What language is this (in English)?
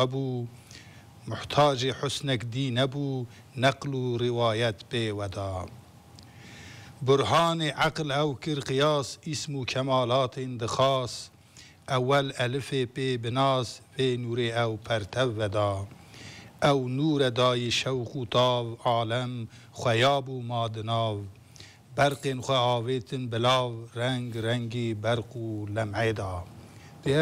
Turkish